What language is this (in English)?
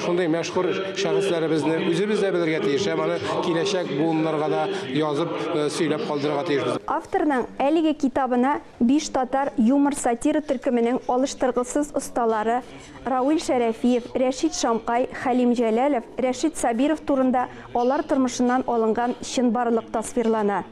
Tatar